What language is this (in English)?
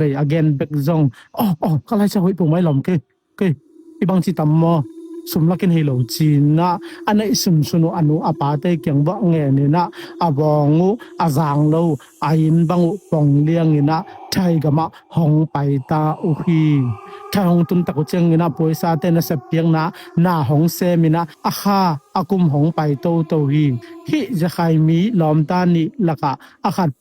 Tedim Chin